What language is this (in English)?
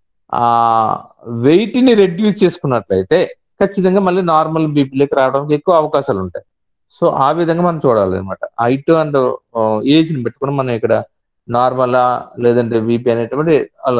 Telugu